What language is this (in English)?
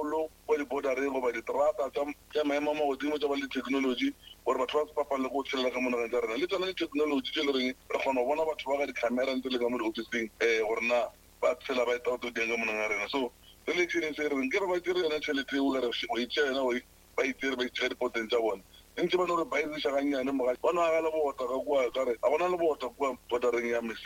Northern Sotho